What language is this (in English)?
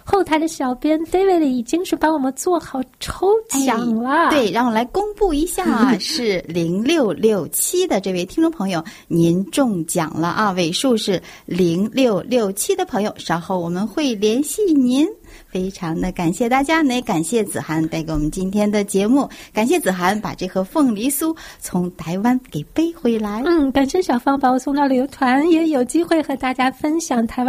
Chinese